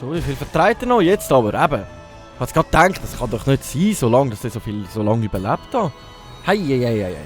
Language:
Swiss German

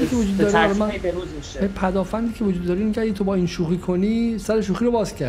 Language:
Persian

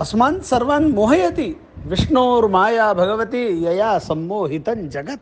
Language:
Sanskrit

